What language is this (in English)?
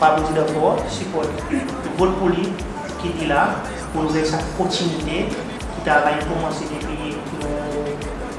Seselwa Creole French